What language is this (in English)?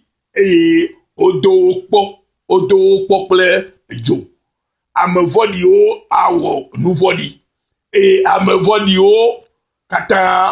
Ewe